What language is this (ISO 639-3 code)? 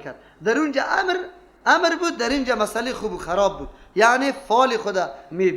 fas